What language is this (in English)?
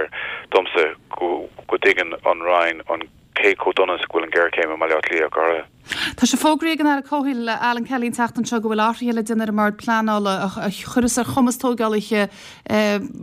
Irish